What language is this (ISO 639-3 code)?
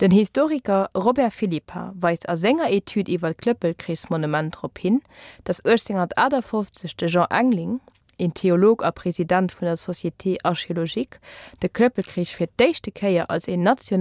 ltz